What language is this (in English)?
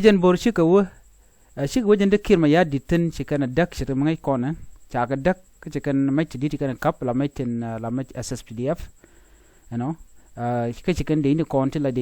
Nuer